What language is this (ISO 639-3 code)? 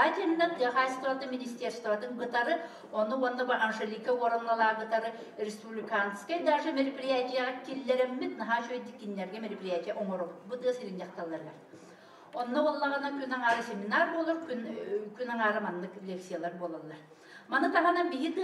sah